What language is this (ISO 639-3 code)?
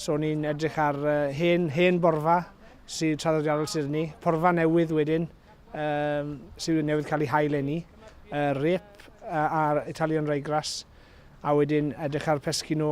cym